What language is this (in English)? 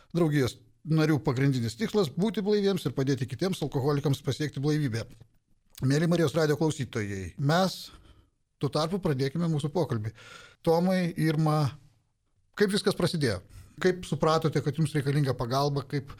Lithuanian